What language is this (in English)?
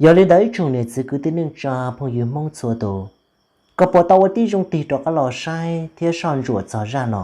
Hmong